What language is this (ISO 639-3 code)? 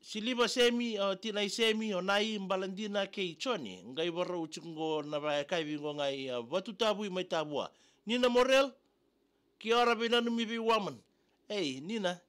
fij